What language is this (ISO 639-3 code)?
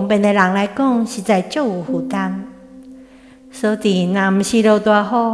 nan